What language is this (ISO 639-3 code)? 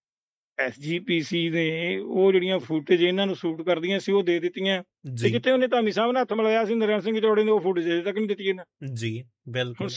pan